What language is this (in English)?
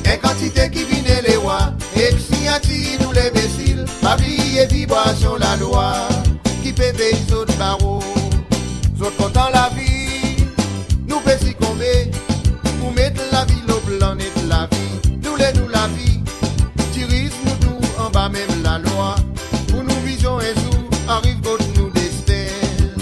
Seselwa Creole French